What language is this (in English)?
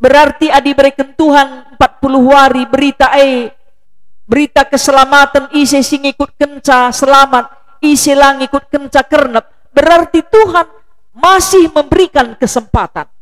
Batak Karo